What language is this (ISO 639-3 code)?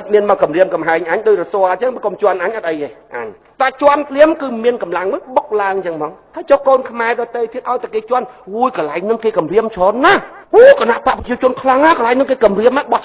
khm